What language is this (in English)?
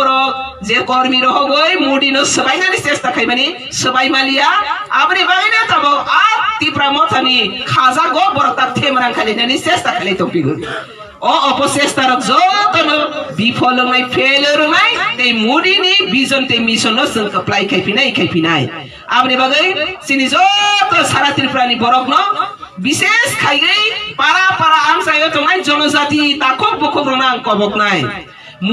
Kok Borok